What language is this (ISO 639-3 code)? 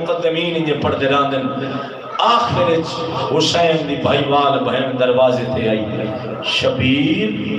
skr